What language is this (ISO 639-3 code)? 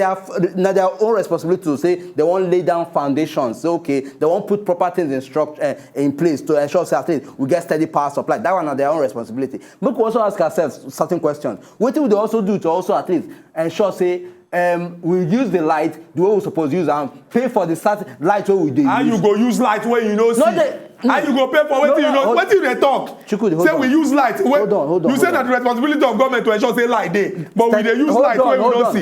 pcm